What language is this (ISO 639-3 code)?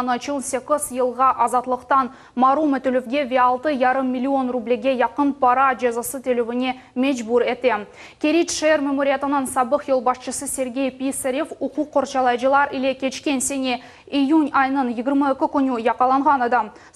crh